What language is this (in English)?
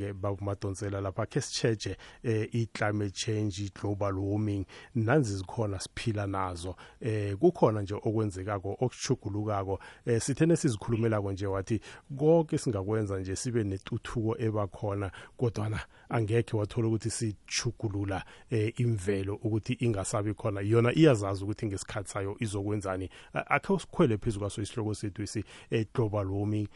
South Ndebele